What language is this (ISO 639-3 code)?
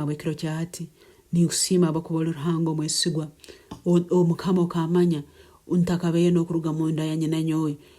nyn